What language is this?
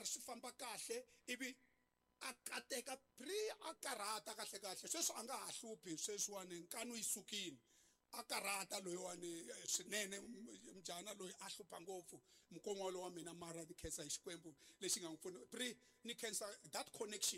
Tsonga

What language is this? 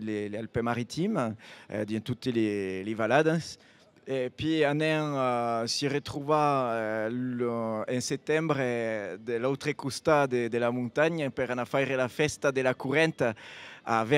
Occitan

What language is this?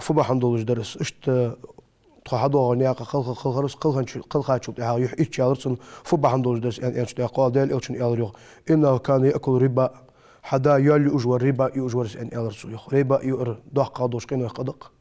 Ingush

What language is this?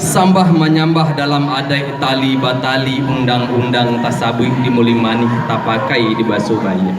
Minangkabau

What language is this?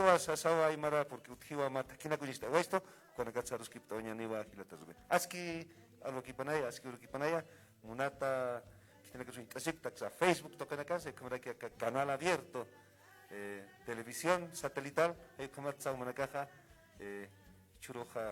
Aymara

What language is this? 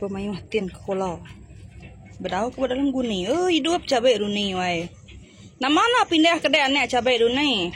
Iban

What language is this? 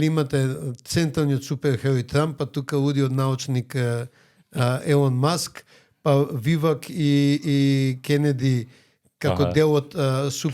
Macedonian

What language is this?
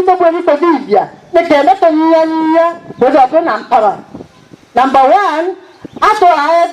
Meru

